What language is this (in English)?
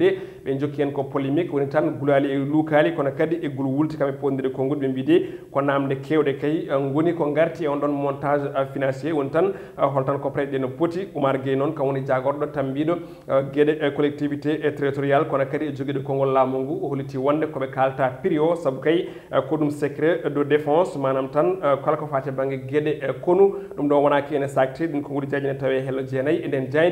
Fula